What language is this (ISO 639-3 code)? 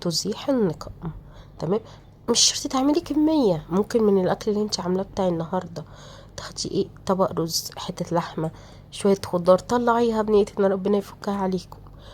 arz